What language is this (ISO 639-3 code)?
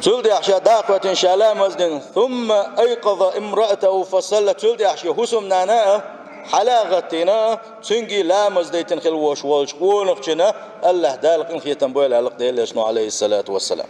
che